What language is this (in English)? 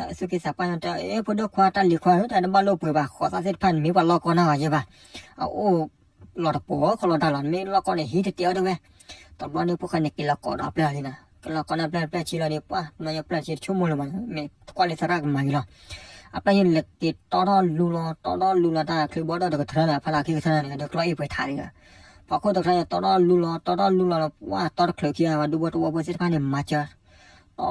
S'gaw Karen